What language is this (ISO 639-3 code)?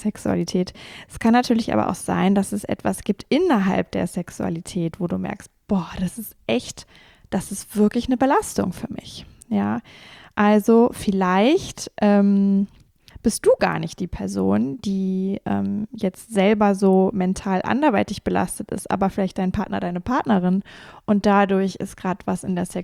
deu